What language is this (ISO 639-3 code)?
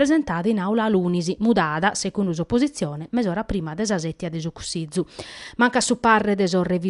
srd